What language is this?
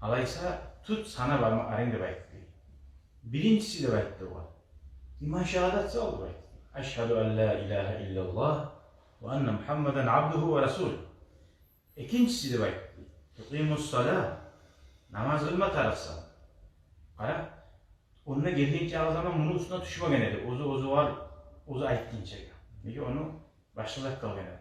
Kumyk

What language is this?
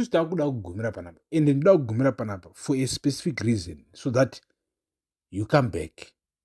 Shona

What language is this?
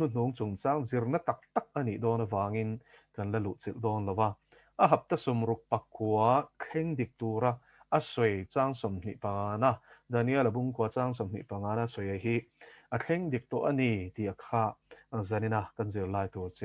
Mizo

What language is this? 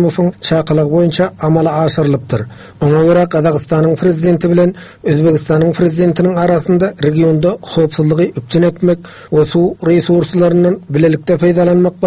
Turkmen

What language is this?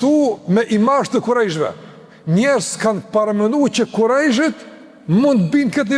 Albanian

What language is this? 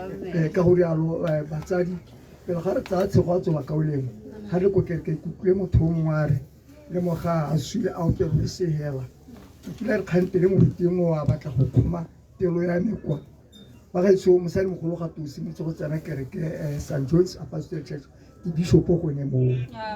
Tswana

